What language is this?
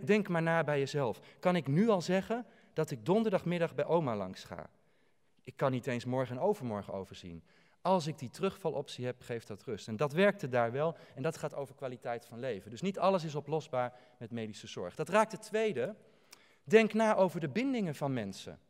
Dutch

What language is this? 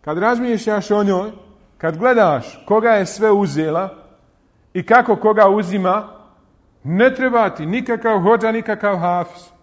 Bosnian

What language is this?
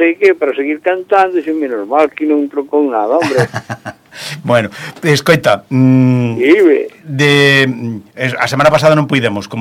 Galician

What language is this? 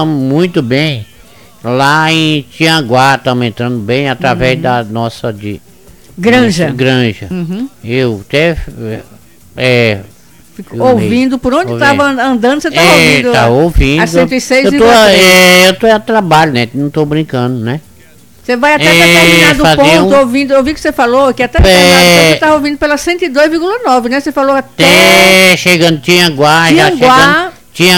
Portuguese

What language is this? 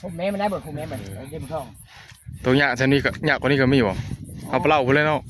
Northeastern Thai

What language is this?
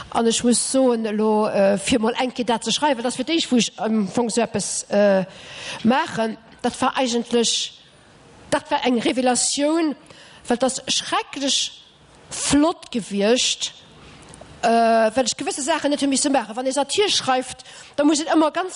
Luxembourgish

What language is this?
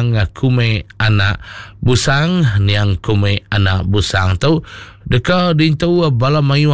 Iban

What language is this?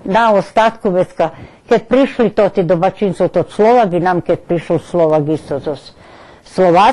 Rusyn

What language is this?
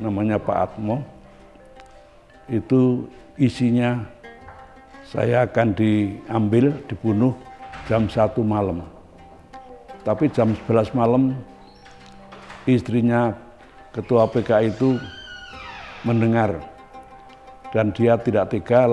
Indonesian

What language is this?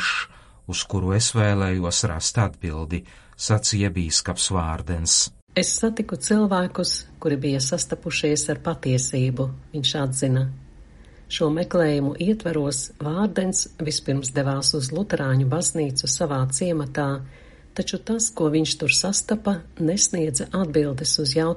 Latvian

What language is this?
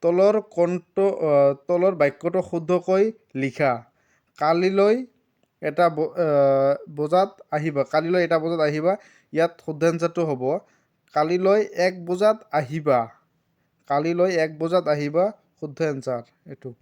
Assamese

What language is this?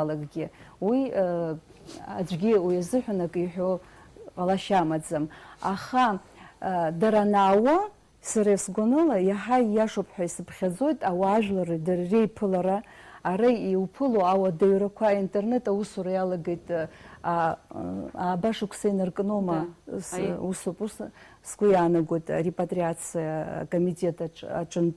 Abkhazian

